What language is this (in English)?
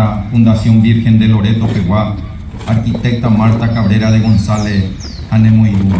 Guarani